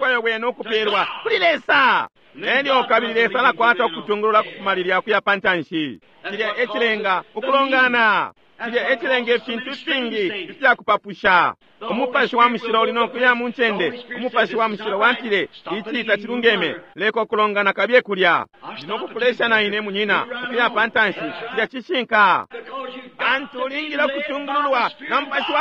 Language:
Bemba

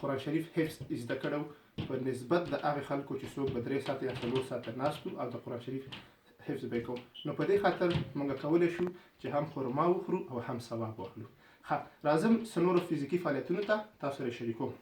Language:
Pashto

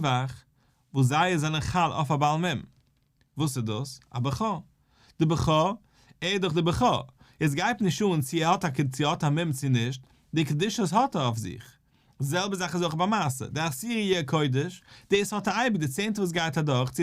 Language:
Yiddish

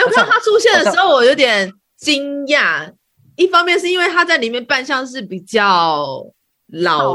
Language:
Chinese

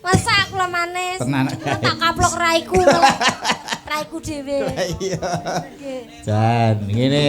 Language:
Javanese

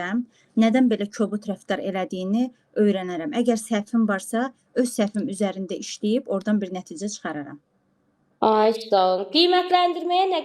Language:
Azerbaijani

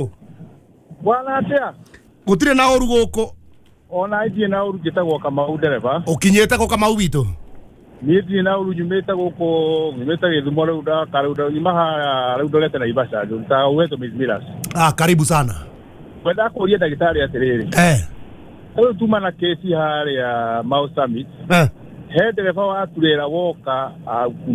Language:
Kikuyu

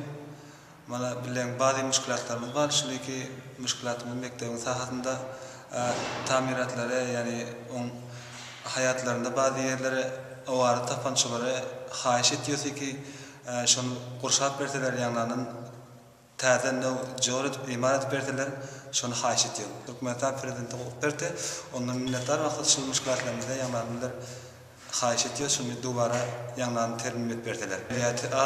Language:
Turkmen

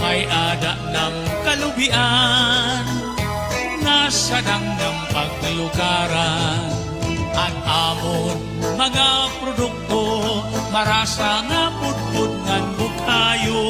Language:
Waray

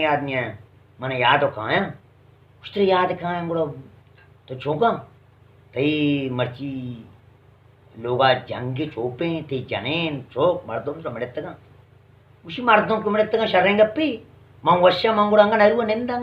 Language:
Eastern Balochi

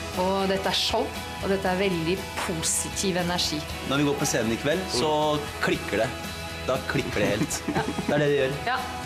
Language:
Norwegian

